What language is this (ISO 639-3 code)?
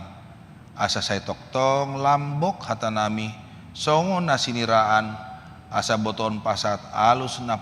bbc